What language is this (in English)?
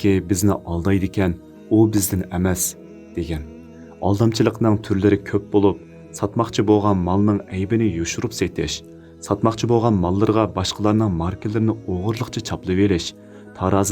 Uyghur